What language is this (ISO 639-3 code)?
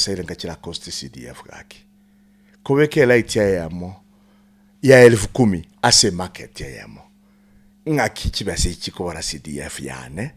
guz